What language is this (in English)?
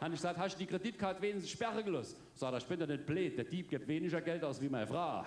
Palatine German